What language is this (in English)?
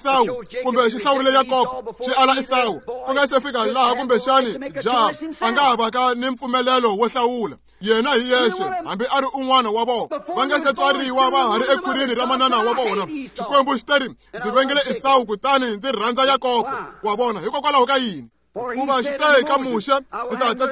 Tsonga